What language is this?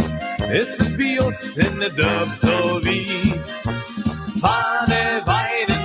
Limburgish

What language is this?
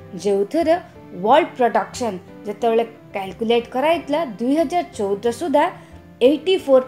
Odia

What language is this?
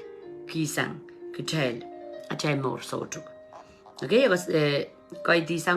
Pohnpeian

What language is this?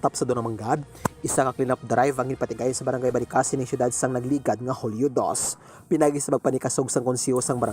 Hiligaynon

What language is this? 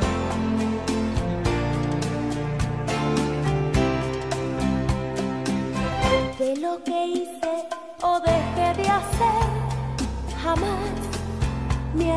Spanish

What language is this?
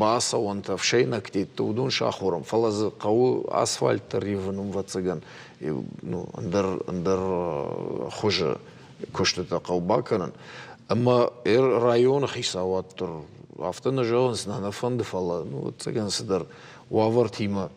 Ossetic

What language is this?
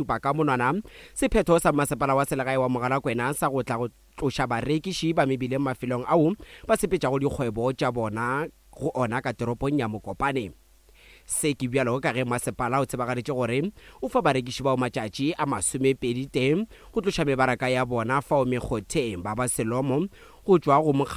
Northern Sotho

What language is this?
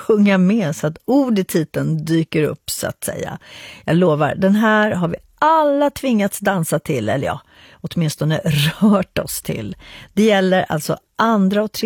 Swedish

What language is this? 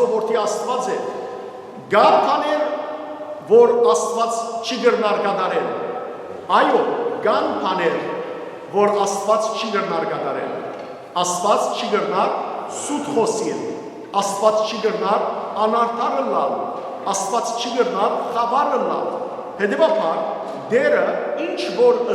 Western Armenian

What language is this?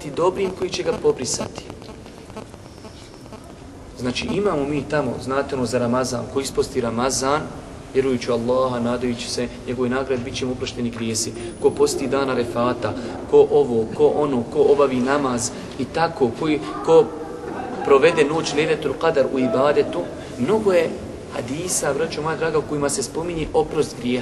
Bosnian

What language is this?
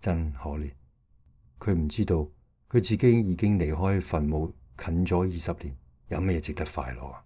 Cantonese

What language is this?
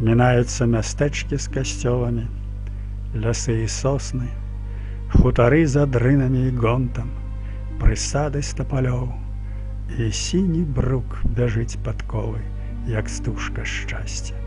Belarusian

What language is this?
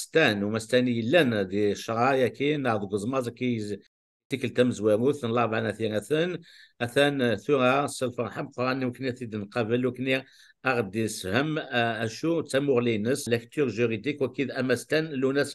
Kabyle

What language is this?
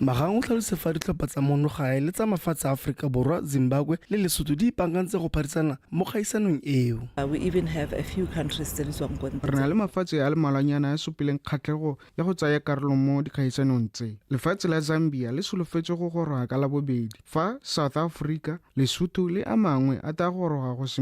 Tswana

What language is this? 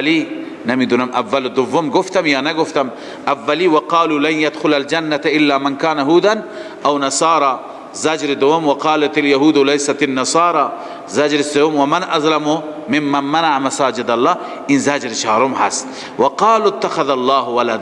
Persian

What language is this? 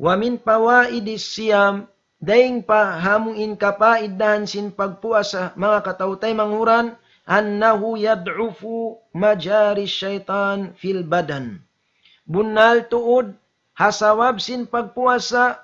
Tausug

